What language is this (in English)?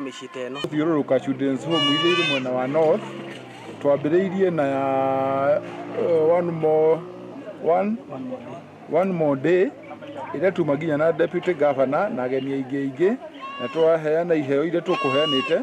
Kikuyu